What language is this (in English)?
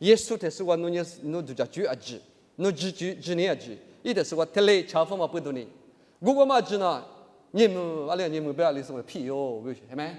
Lisu